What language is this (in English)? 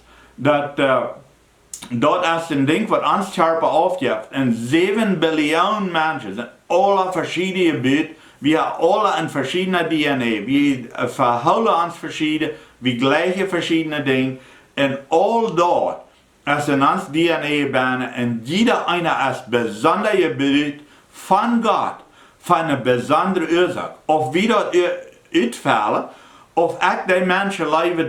Plautdietsch